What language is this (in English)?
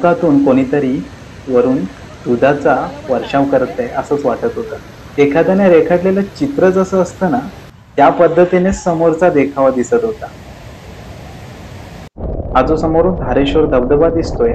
Marathi